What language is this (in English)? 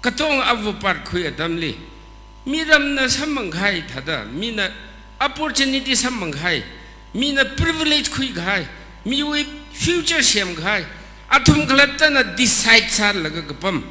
Tangkhul Naga (India)